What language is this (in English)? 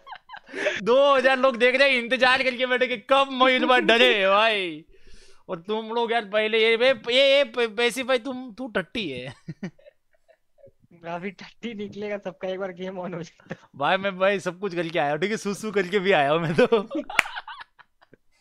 Hindi